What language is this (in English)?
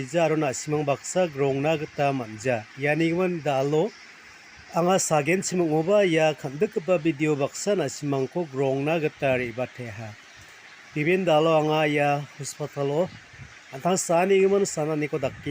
Garo